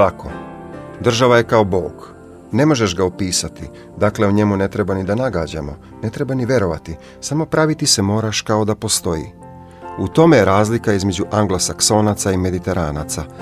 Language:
Serbian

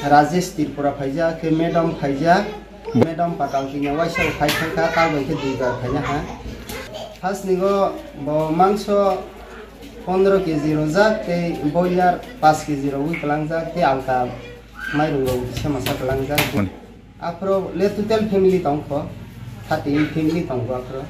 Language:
Riang (India)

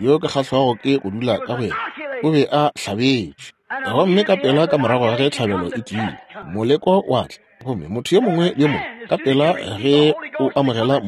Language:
Northern Sotho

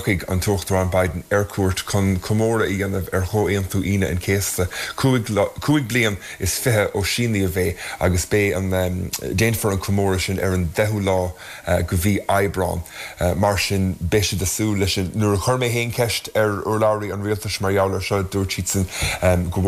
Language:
Irish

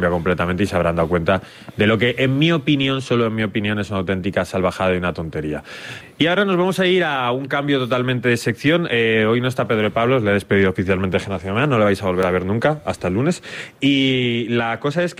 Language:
Spanish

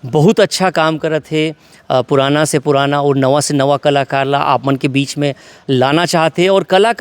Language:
Chhattisgarhi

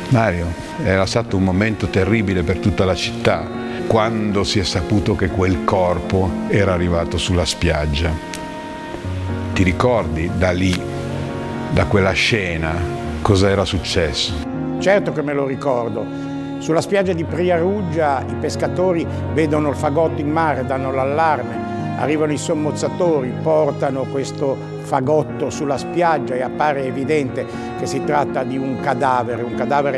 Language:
Italian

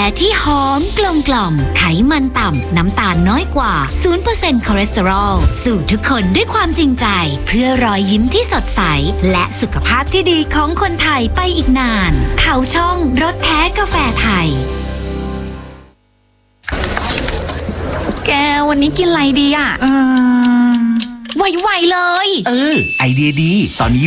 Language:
Thai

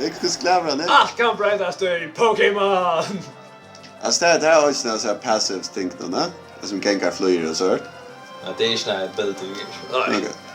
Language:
Faroese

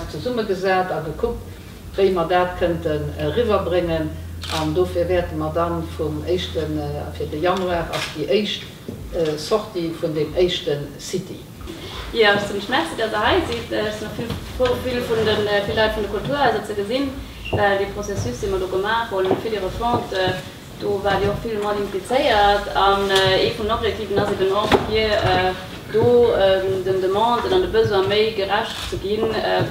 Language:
Luxembourgish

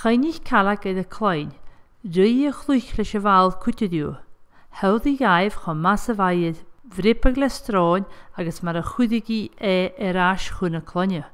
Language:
Scottish Gaelic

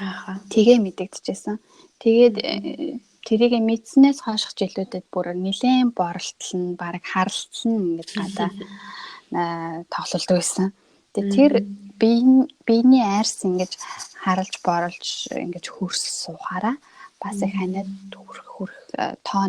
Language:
Mongolian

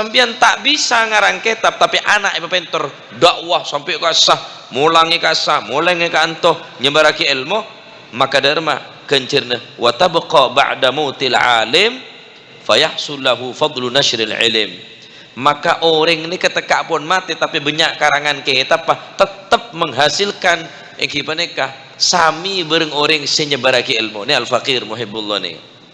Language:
Madurese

